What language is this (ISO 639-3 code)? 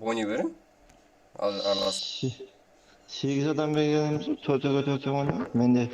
kaa